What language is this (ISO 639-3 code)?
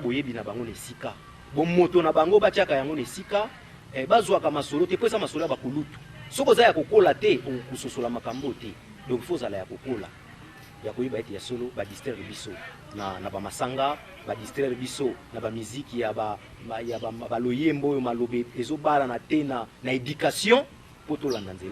lin